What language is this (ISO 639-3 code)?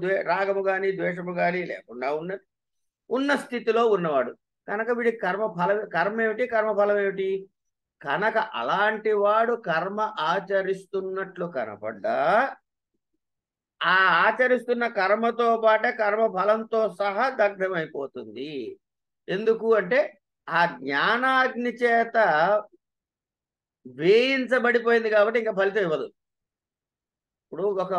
tel